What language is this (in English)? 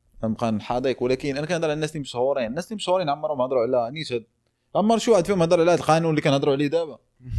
Moroccan Arabic